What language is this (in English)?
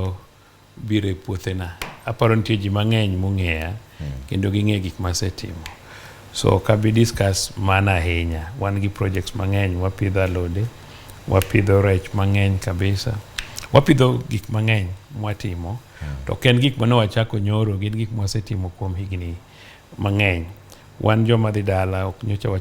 Luo (Kenya and Tanzania)